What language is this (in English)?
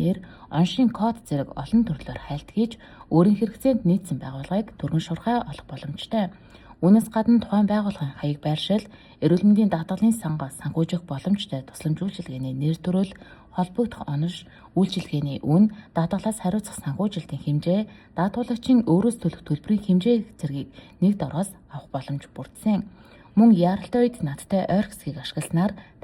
Mongolian